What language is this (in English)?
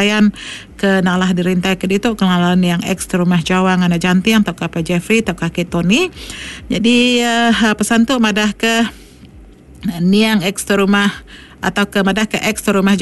Iban